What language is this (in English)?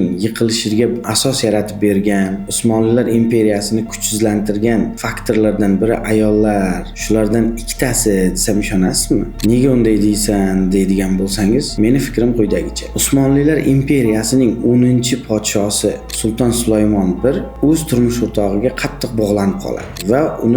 Uzbek